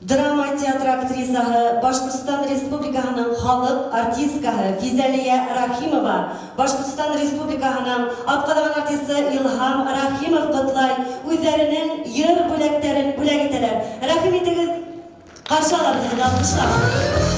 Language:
Bashkir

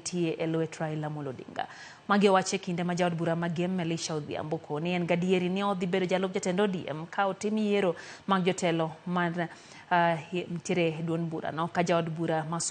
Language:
Luo (Kenya and Tanzania)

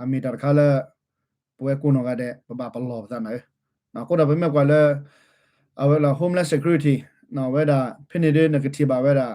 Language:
S'gaw Karen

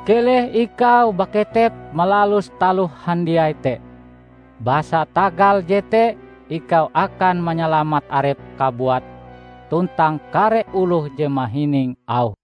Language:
Ngaju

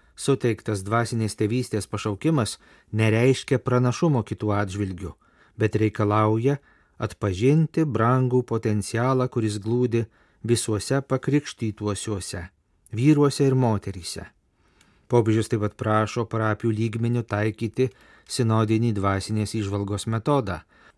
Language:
Lithuanian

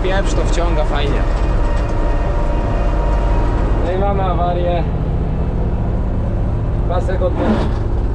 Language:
Polish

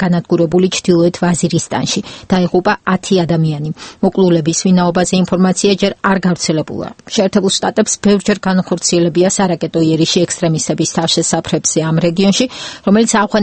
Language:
Georgian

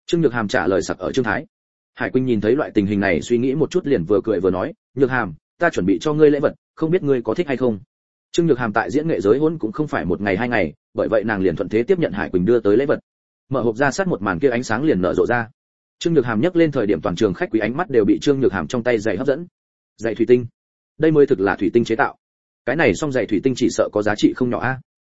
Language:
Vietnamese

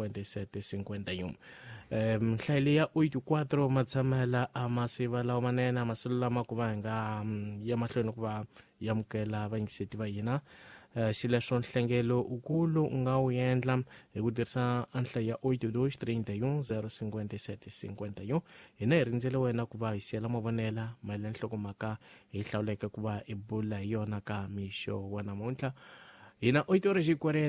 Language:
Tsonga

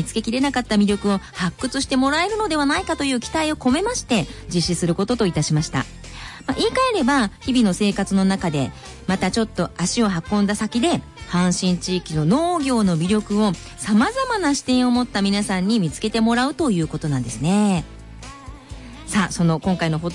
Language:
Japanese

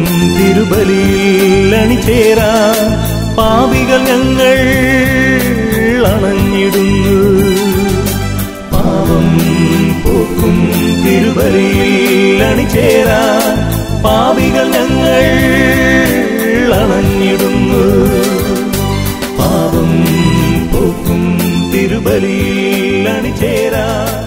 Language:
Malayalam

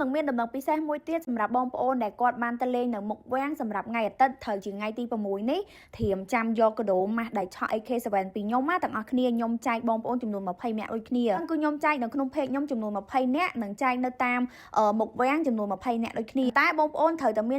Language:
Khmer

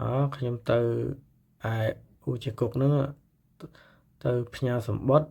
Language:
Khmer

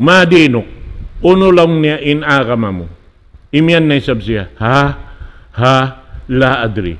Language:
Tausug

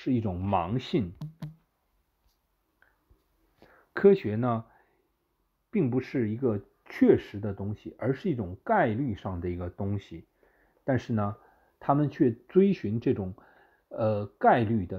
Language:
Chinese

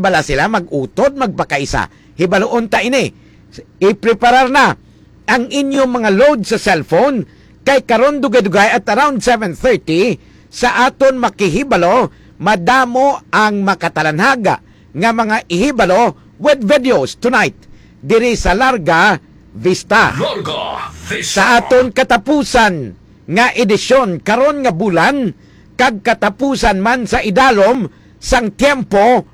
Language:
Hiligaynon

